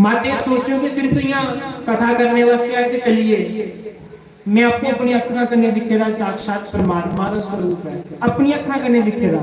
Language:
Dogri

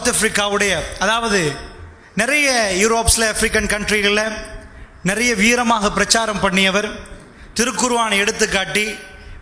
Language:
Tamil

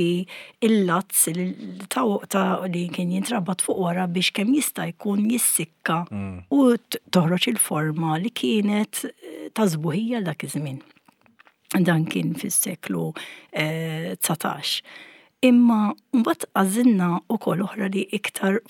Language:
Maltese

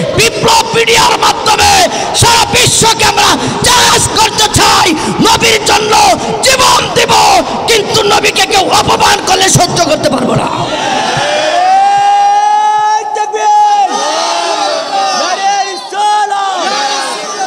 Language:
Bangla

